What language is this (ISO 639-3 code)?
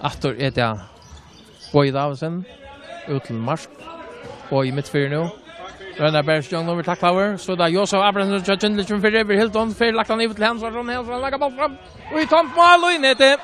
fao